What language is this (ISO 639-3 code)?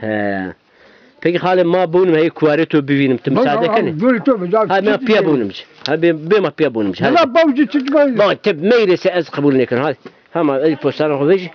zza